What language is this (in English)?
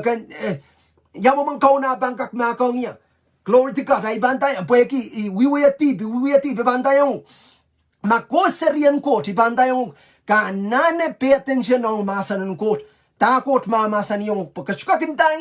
Pohnpeian